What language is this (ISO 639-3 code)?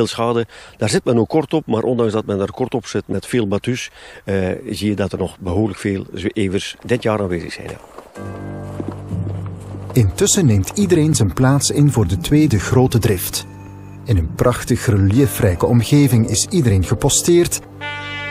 nld